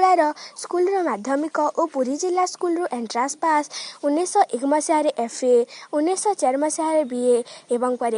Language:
Odia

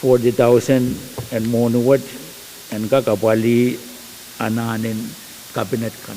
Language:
Pohnpeian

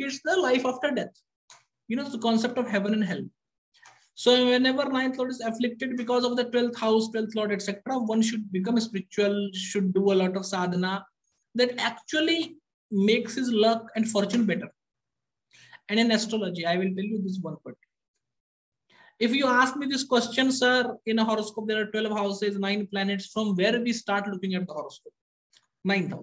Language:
English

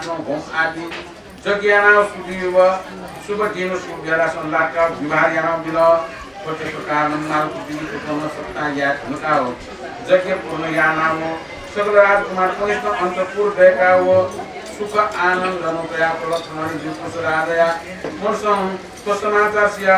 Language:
Newari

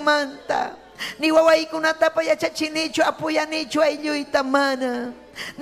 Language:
Ayacucho Quechua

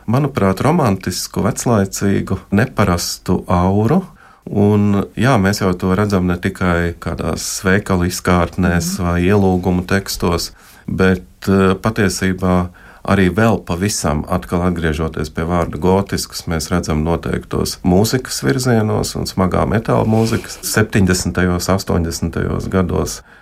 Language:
Latvian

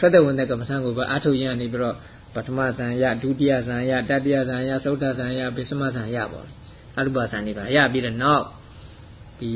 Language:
Burmese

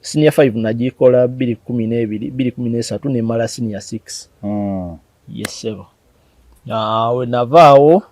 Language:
Ganda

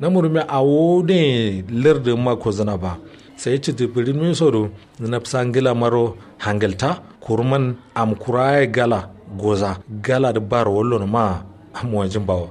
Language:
Kanuri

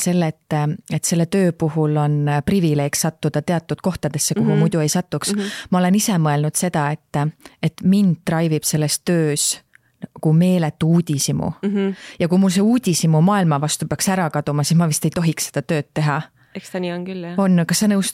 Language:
Estonian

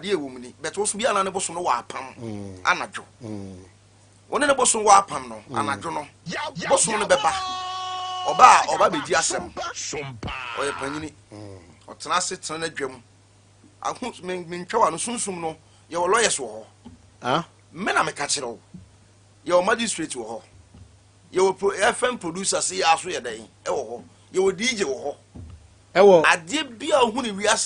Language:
Akan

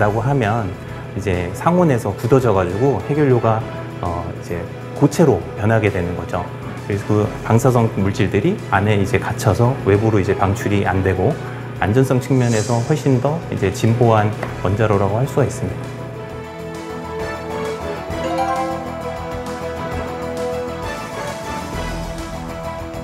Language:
Korean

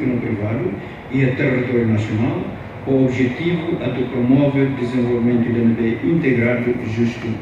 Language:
Tetum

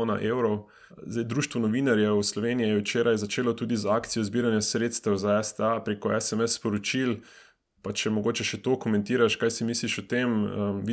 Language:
Slovenian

